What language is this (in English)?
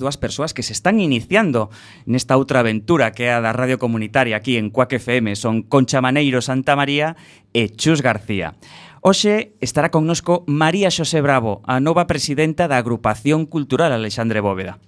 Galician